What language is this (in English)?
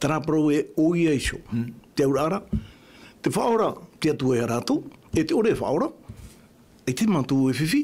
Tahitian